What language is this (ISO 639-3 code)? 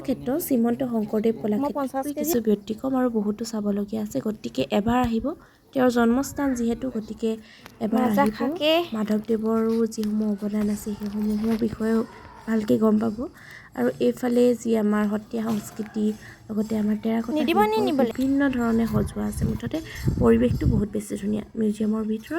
asm